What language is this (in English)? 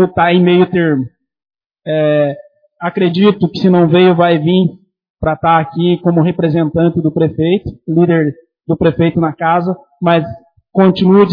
Portuguese